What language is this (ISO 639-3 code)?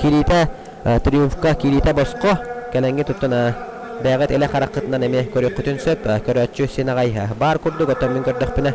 sah